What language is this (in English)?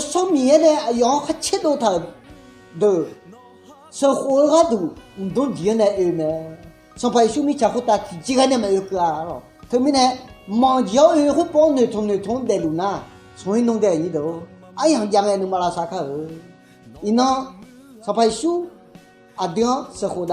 Akha